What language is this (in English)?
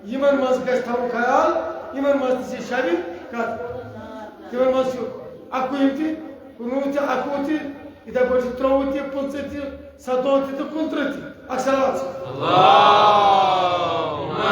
Kashmiri